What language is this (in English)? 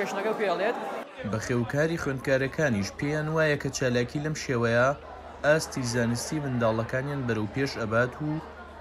Central Kurdish